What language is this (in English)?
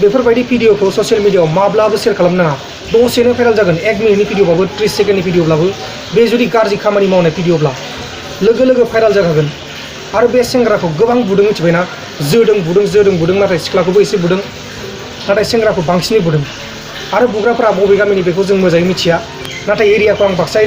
Bodo